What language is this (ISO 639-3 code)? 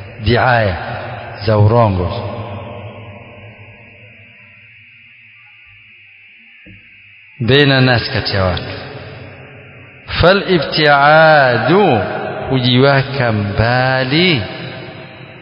swa